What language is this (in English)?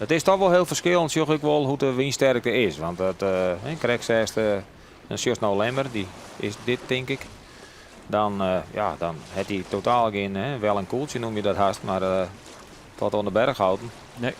Western Frisian